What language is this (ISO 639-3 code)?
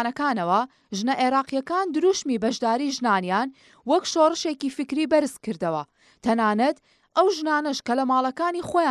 ckb